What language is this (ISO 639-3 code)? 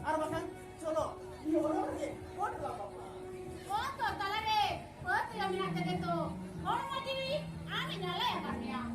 sat